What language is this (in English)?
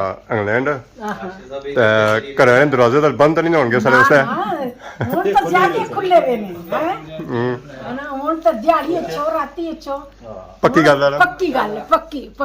Pahari-Potwari